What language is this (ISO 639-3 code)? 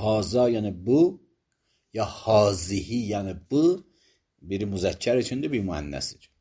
aze